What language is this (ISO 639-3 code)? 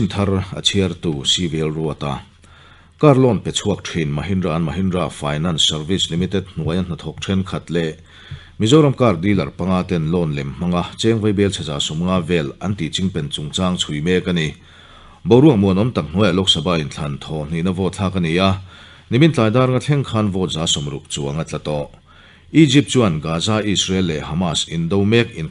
lus